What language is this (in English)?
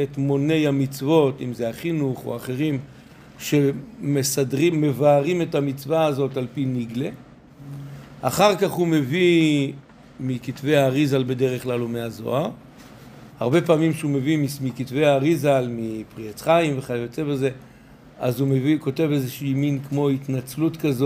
Hebrew